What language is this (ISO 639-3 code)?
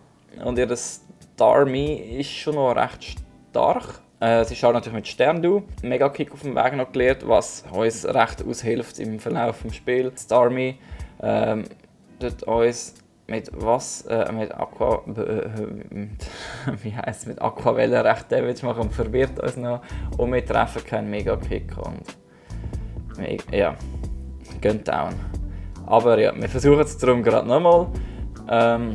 gsw